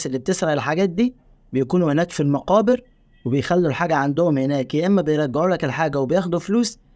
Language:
Egyptian Arabic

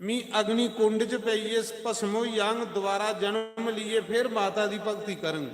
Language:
Dogri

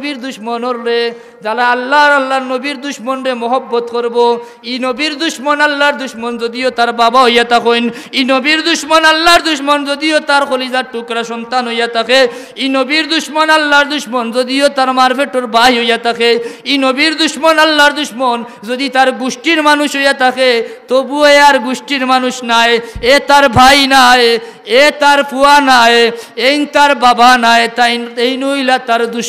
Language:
Sylheti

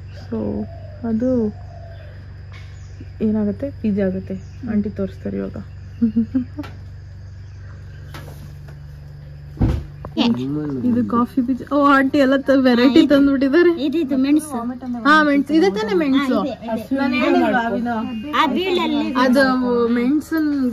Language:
Kannada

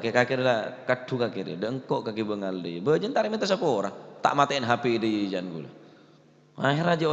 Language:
Madurese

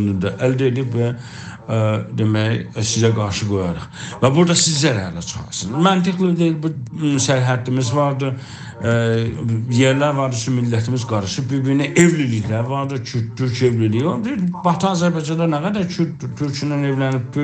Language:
South Azerbaijani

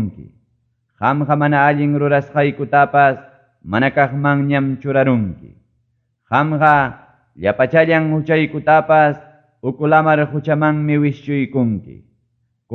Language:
Ayacucho Quechua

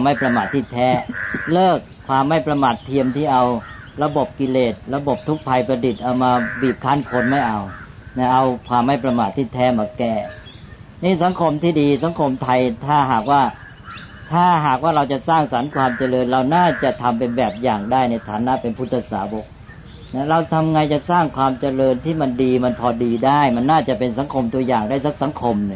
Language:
Thai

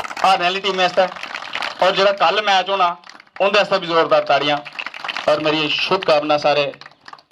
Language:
Dogri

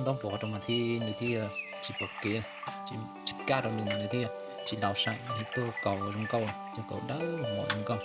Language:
Hmong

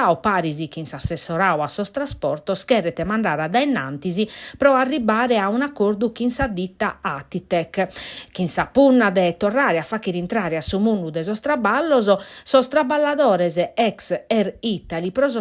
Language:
Sardinian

